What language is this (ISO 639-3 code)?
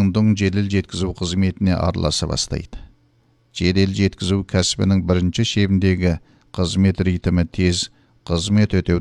kaz